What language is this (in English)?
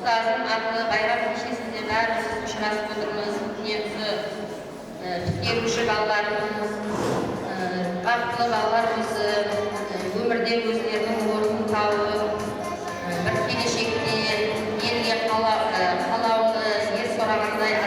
Kara-Kalpak